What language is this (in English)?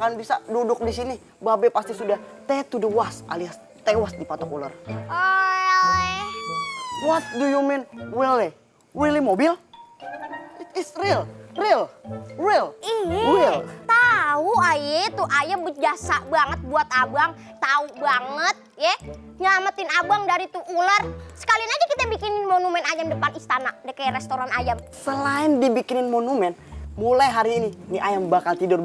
Betawi